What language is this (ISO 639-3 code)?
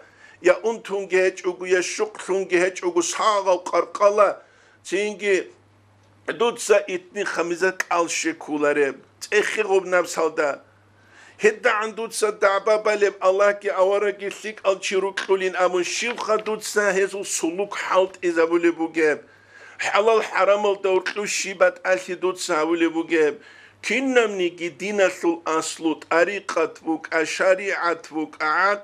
ava